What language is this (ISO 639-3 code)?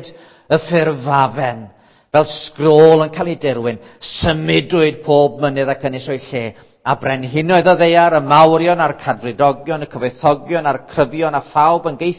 cym